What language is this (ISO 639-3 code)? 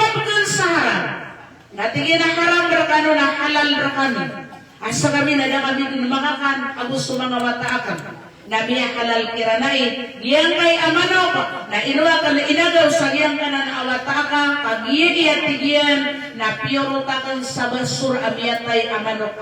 mrw